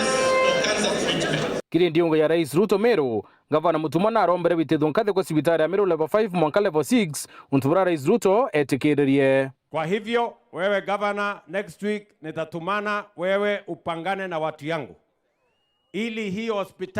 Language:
Meru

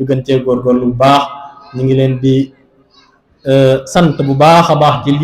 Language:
Wolof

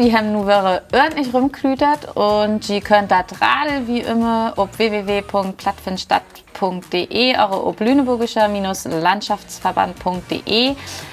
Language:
Low German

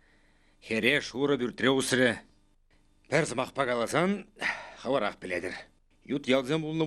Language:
Chuvash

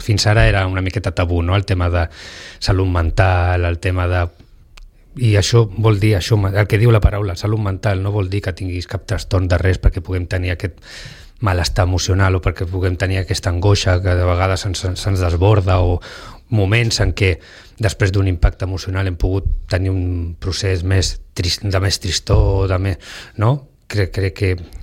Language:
Catalan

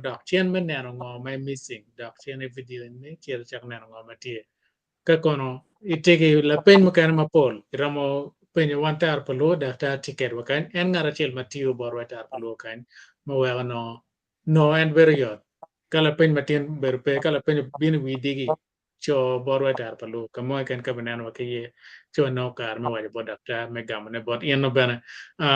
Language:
Acoli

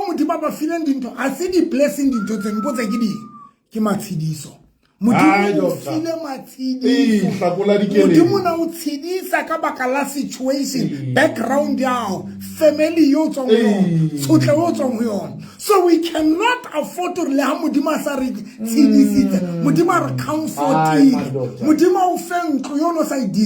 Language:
Southern Sotho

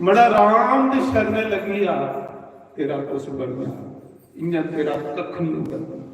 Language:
Dogri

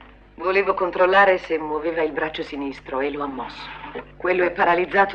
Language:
Italian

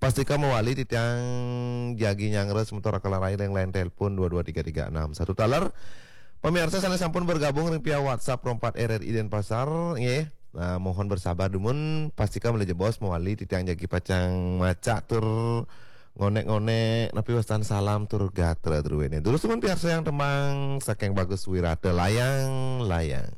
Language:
Balinese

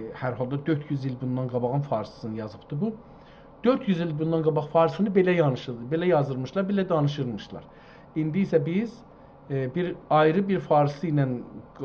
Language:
South Azerbaijani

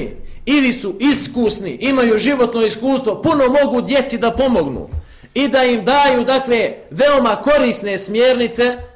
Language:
Bosnian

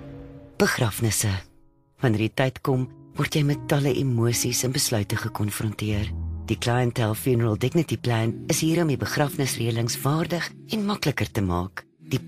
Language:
Afrikaans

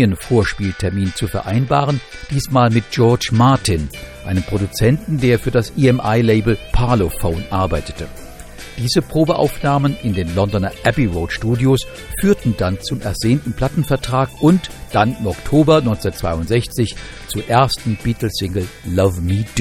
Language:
German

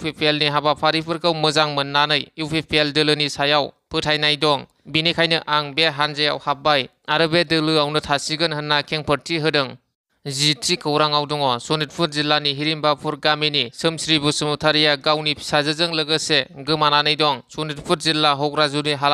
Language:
Bodo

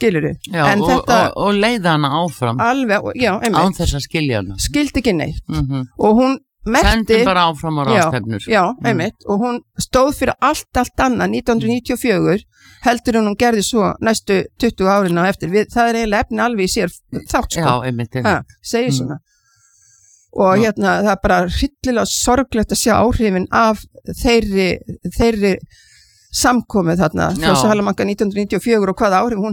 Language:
Icelandic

